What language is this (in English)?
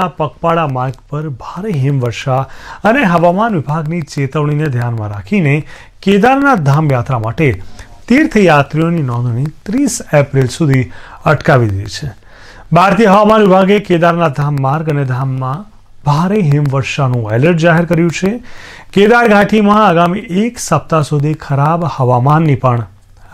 Gujarati